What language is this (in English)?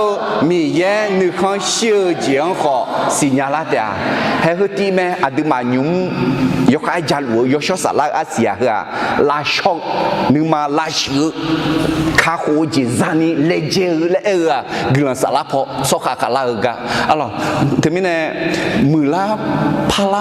Akha